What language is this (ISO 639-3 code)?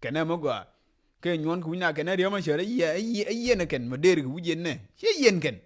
nus